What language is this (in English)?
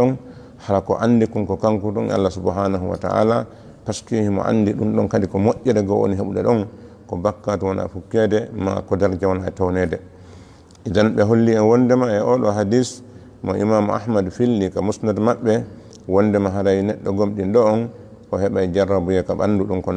Fula